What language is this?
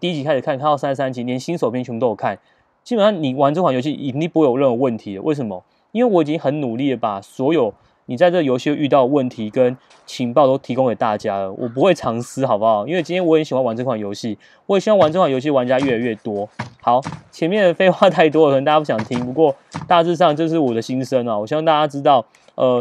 Chinese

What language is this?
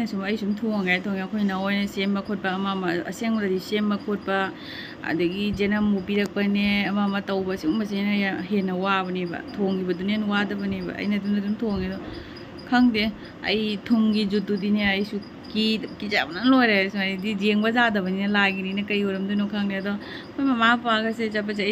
Manipuri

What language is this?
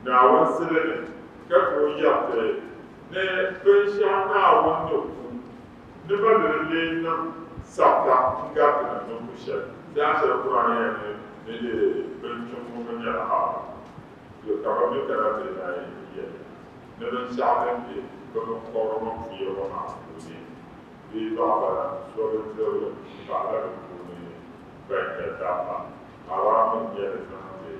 Dagbani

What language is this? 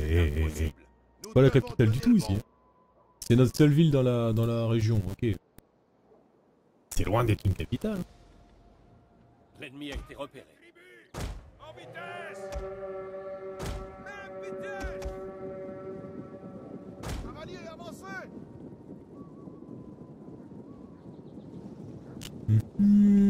French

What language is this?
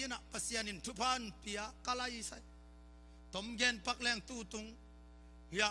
Tedim Chin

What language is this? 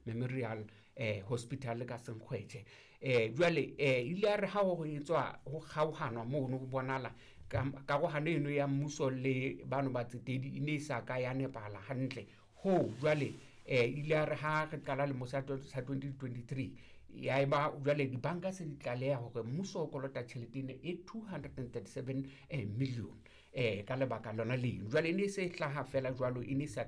Southern Sotho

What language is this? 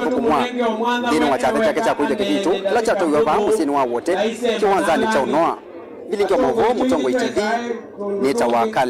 Kamba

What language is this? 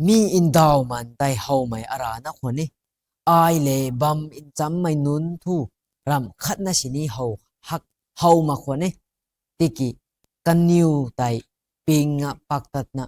Rongmei Naga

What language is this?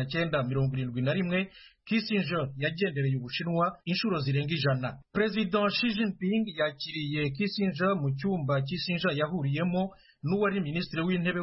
Kinyarwanda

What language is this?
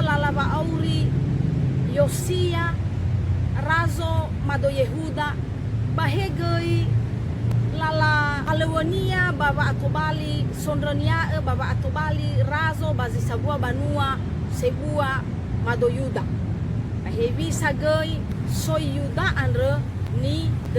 Nias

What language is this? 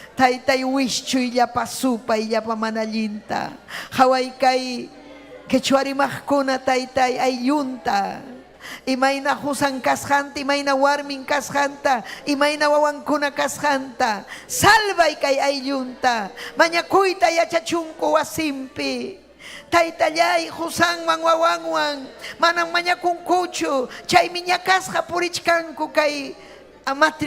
Ayacucho Quechua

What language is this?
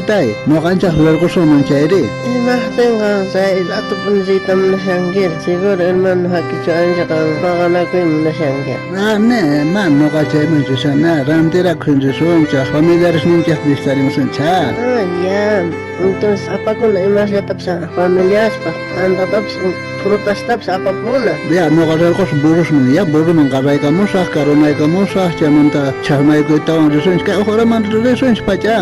South Bolivian Quechua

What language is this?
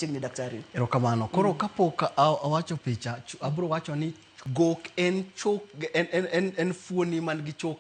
Luo (Kenya and Tanzania)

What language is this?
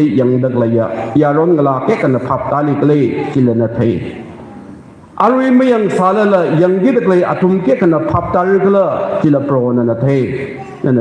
Tangkhul Naga (India)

